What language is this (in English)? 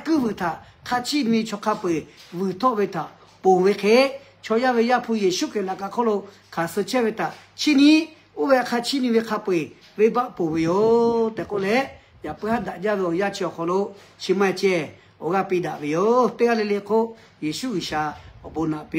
Lahu